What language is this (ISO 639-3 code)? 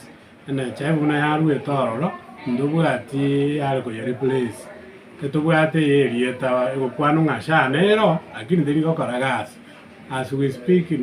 guz